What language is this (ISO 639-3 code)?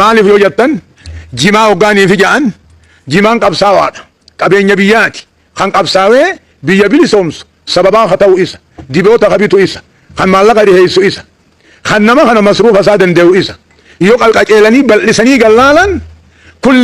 orm